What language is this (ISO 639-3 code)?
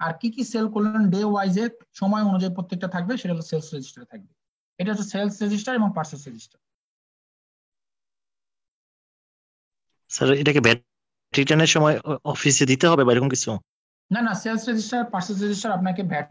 ben